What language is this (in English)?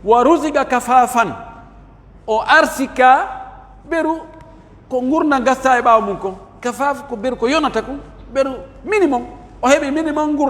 Pular